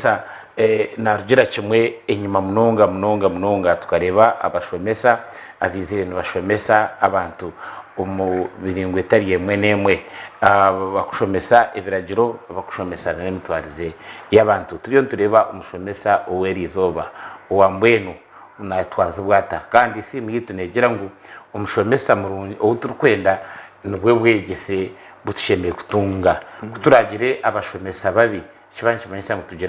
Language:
Nyankole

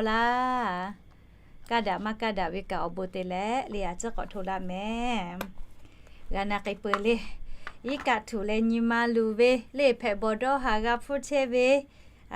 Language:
Lahu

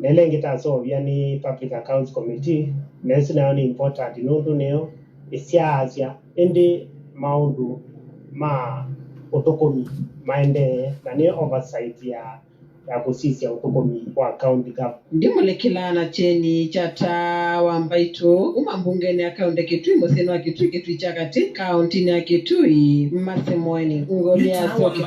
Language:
Kamba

